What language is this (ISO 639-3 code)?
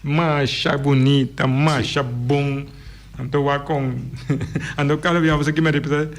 pap